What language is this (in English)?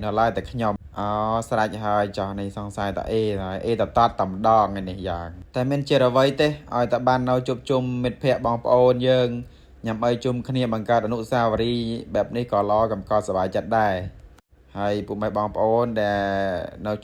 Khmer